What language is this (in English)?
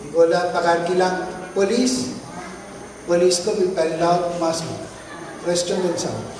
Pohnpeian